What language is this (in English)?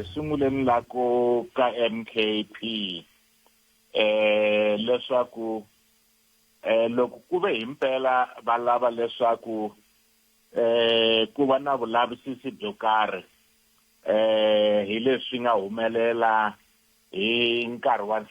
Tsonga